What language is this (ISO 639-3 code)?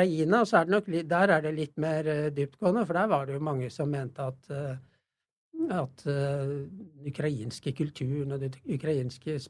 nor